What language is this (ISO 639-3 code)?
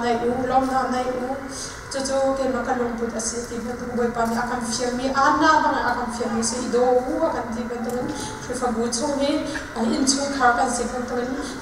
cnh